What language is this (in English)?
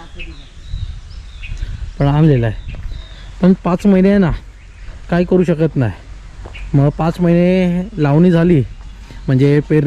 Marathi